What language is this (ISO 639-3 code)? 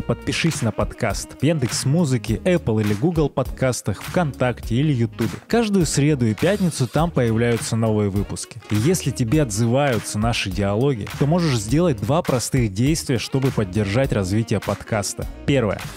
rus